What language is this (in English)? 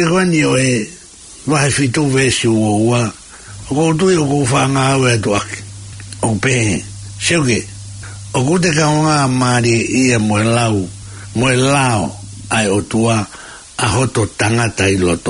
Tongan